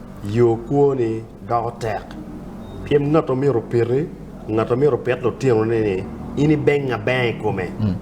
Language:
Acoli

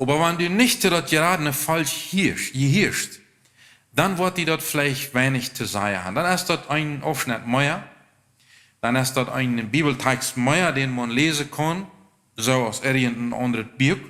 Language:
Plautdietsch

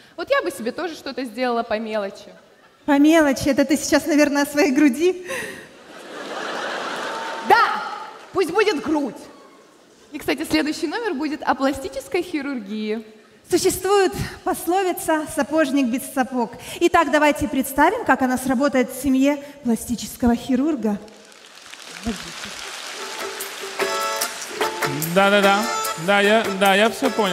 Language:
Russian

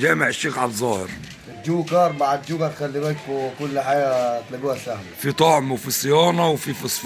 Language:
Egyptian Arabic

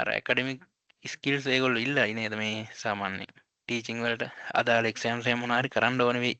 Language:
Sinhala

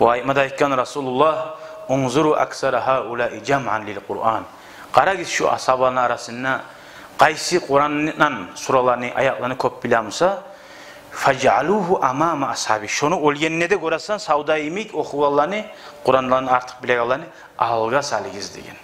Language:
Kumyk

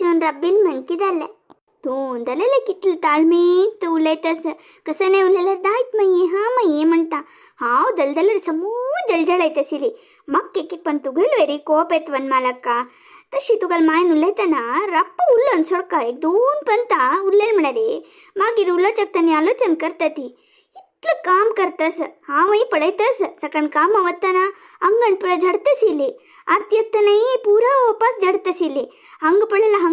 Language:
Konkani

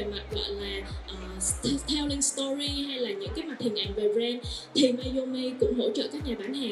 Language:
Vietnamese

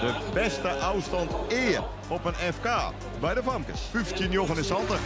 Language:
Western Frisian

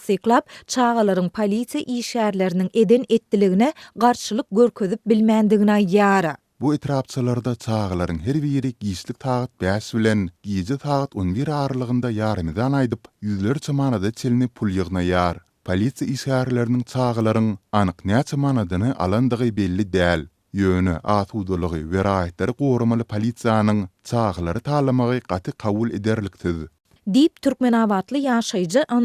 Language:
Turkmen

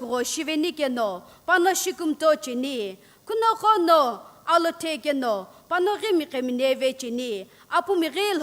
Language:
Sumi Naga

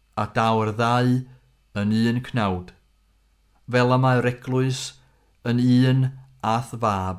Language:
Welsh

